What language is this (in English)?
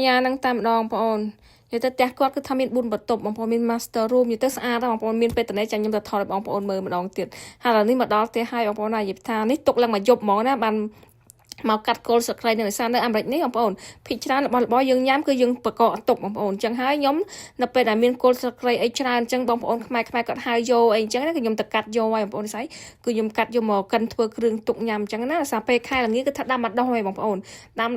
Khmer